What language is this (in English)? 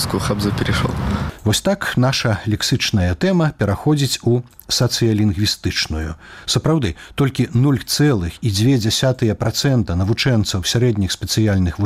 Belarusian